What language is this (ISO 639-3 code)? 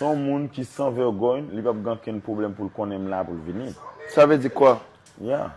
hat